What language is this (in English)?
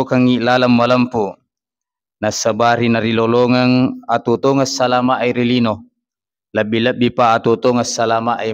Buginese